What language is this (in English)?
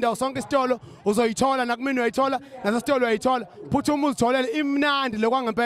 Zulu